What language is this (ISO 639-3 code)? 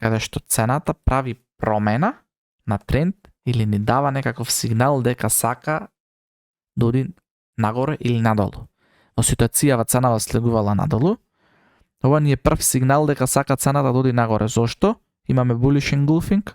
mkd